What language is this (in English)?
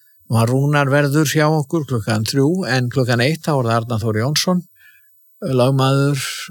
Icelandic